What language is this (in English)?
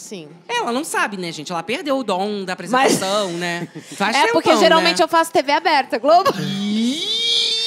Portuguese